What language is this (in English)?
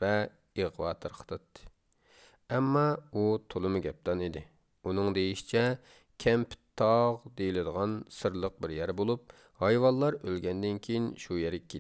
Uyghur